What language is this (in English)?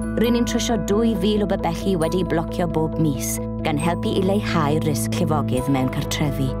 Welsh